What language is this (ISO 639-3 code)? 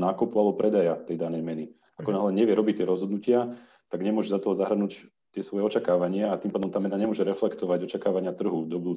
slk